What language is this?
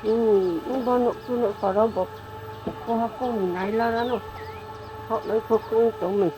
Riang (India)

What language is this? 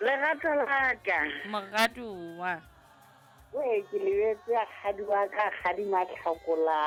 Southern Sotho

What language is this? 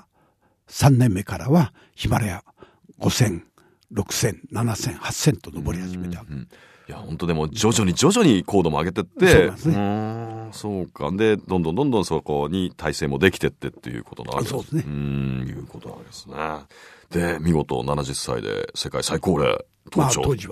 Japanese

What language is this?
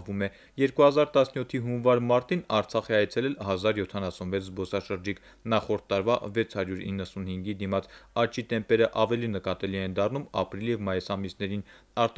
Armenian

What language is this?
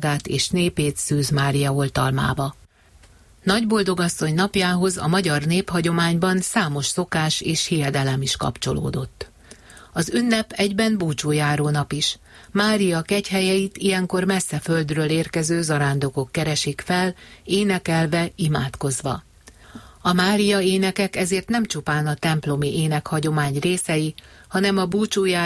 Hungarian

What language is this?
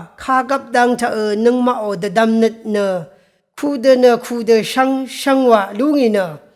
Rawang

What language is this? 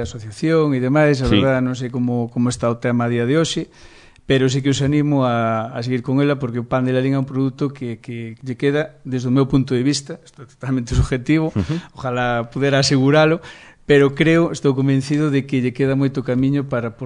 Galician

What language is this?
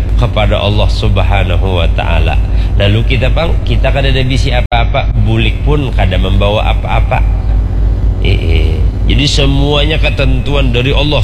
Banjar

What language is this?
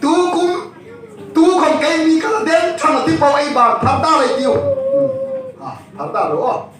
Hmar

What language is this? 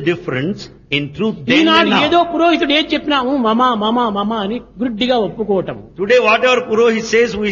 Telugu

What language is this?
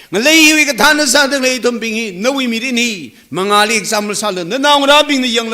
Tangkhul Naga (India)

